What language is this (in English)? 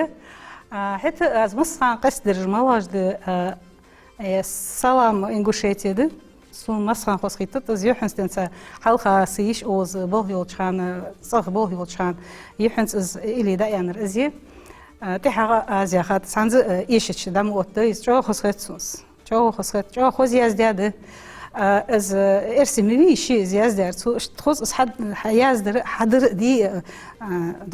Ingush